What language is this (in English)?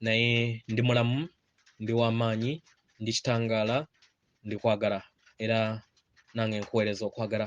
Ganda